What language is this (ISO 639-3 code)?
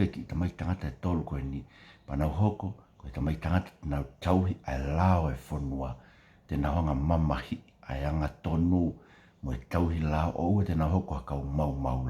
ton